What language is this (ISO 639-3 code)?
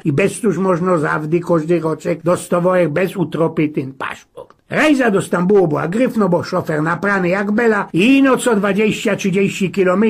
szl